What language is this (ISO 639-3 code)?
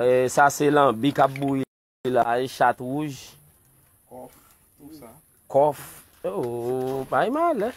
hat